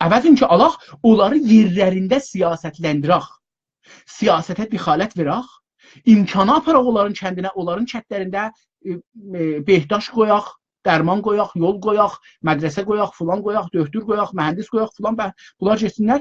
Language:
South Azerbaijani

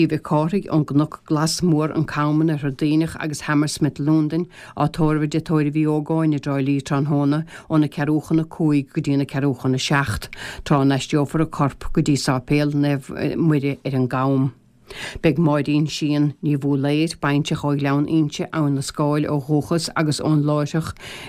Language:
Irish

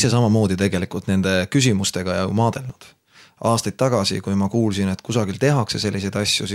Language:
Estonian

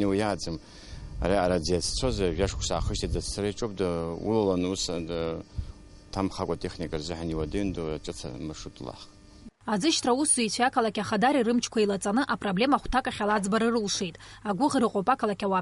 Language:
Abkhazian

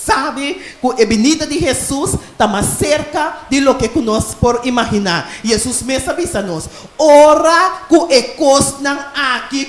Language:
Papiamento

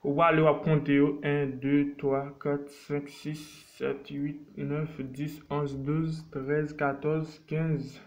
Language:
Haitian Creole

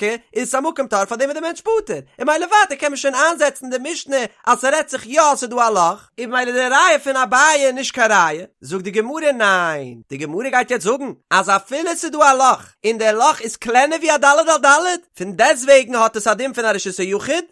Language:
Yiddish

